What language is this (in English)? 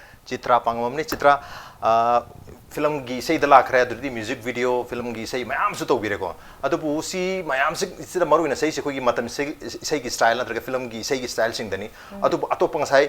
Manipuri